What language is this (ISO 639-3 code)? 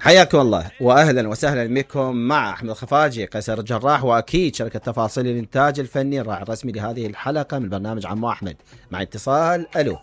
acm